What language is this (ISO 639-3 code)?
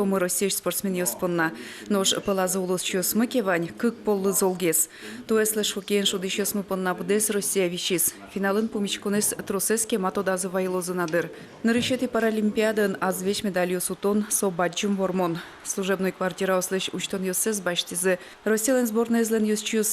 udm